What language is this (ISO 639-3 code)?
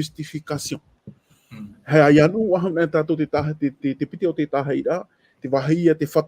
tah